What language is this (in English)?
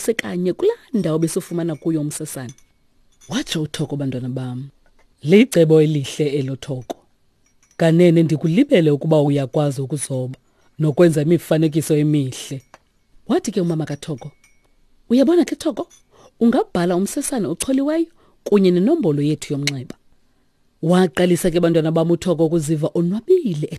Xhosa